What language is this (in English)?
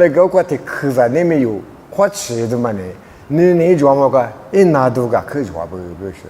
Lisu